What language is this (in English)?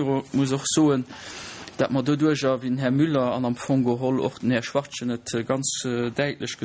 Luxembourgish